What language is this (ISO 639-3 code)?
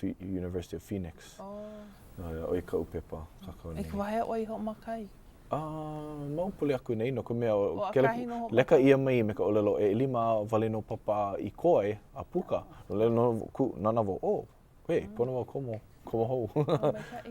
haw